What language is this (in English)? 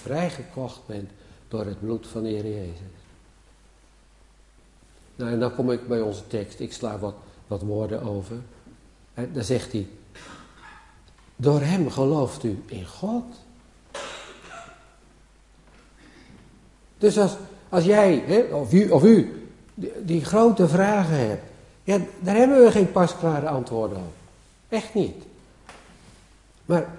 Dutch